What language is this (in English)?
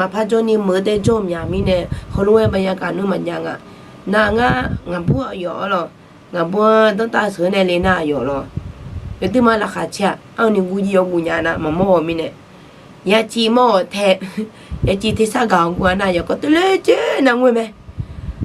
Akha